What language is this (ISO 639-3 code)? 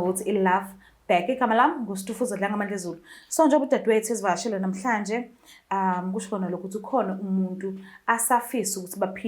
zul